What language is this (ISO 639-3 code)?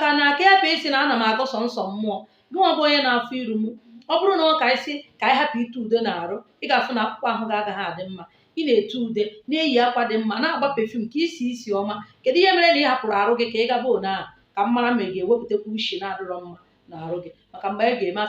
ibo